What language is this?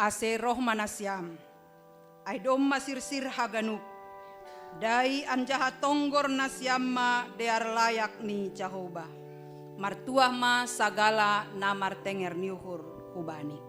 Batak Simalungun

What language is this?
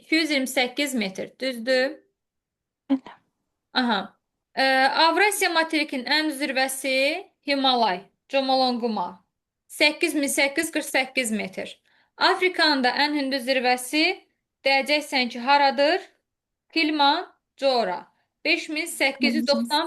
Azerbaijani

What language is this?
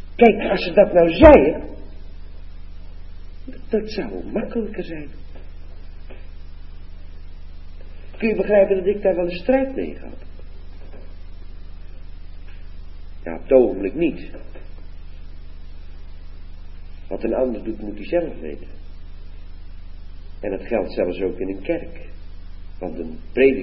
Dutch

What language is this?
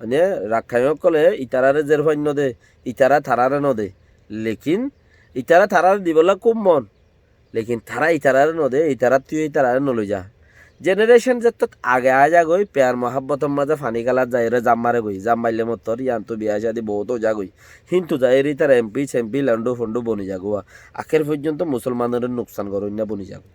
Rohingya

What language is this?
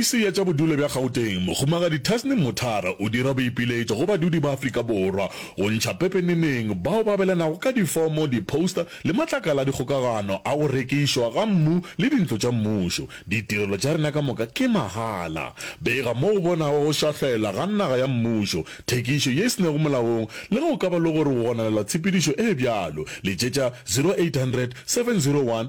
Northern Sotho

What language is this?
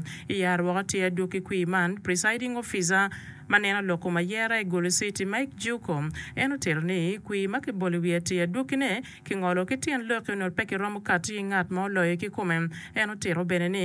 Acoli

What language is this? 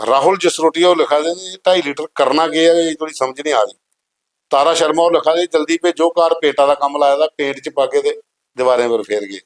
Dogri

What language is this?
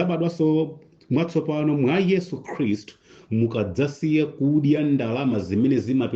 Nyanja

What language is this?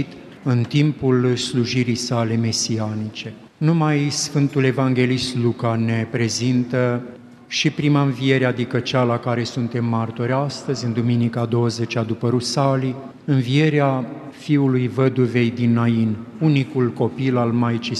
Romanian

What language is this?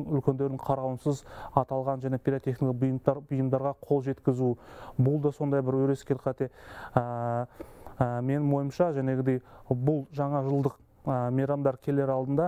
Kazakh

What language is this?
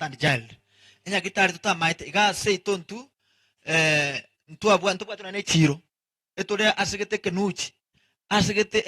Gusii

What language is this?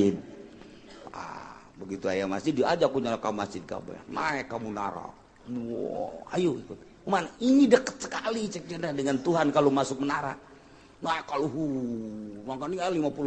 Sundanese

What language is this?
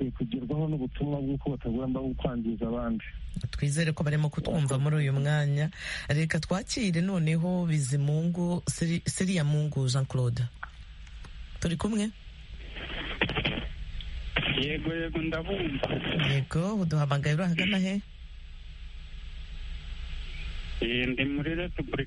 Kinyarwanda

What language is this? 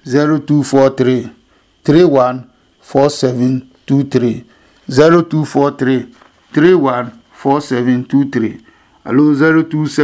Adangme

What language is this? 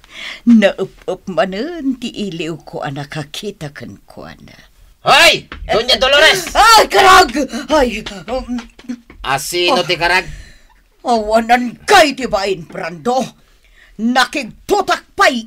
Iloko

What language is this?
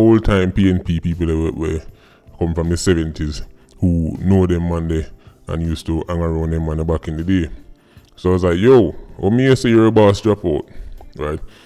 Jamaican Creole English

